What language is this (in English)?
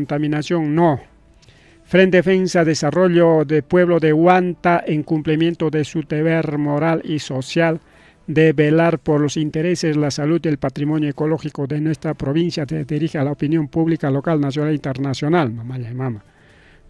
Ayacucho Quechua